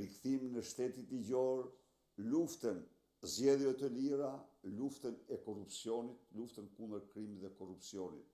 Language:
Albanian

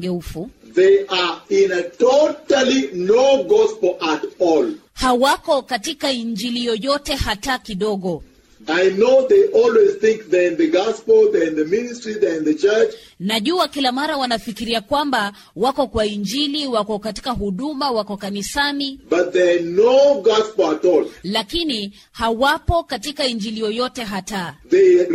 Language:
Swahili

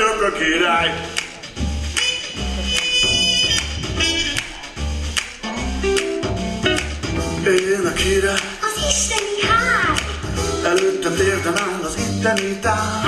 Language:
Hungarian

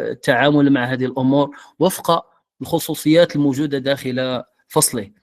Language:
Moroccan Arabic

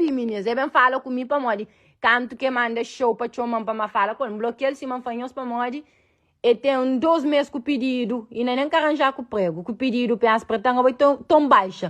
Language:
Kabuverdianu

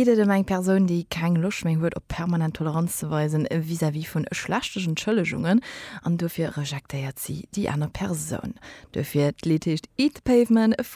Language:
Luxembourgish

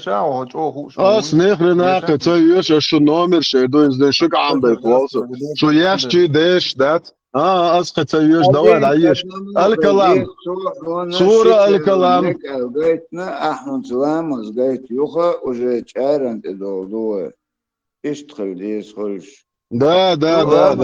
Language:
Chechen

